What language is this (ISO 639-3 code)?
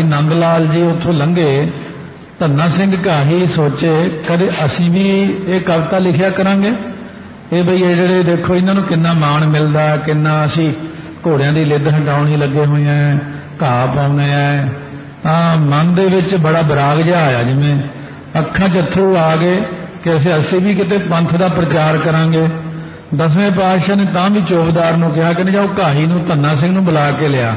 pan